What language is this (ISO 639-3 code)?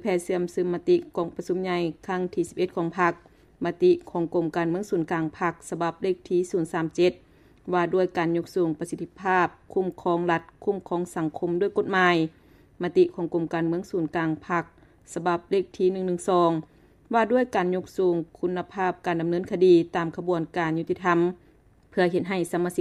lao